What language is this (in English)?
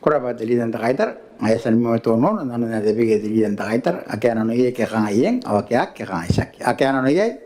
Gilbertese